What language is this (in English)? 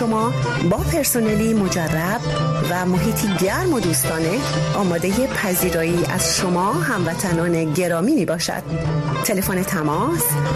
Persian